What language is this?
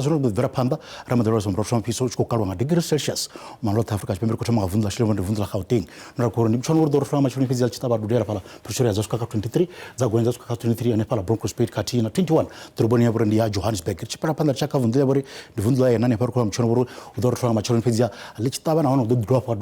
Venda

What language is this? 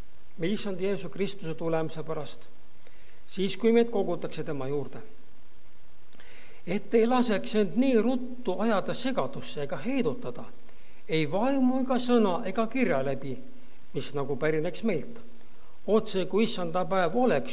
Estonian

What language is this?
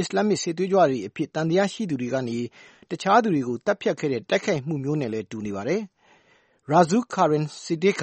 Burmese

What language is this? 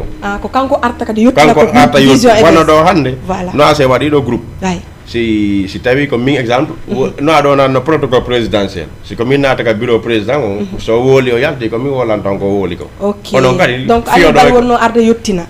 Fula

